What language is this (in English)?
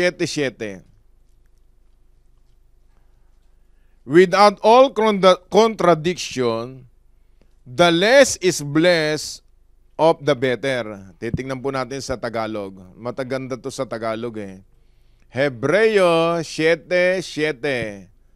Filipino